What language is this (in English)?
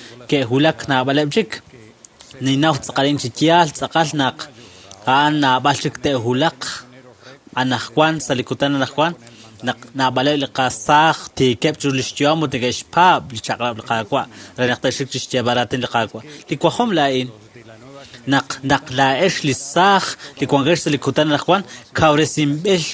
Kekchí